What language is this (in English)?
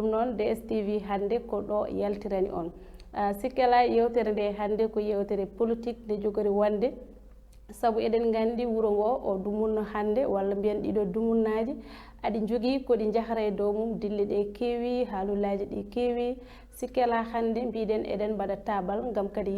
Fula